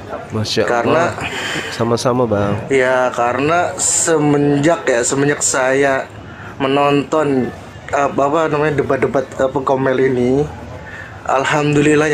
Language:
Indonesian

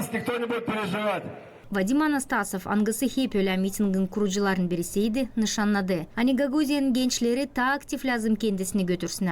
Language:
Gagauz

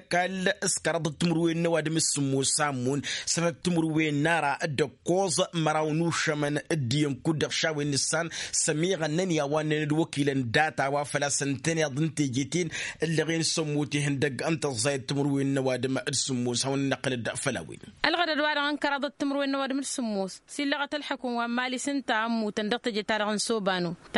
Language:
Tamasheq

